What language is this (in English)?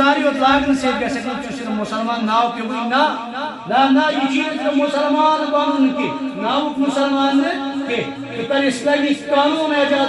Kashmiri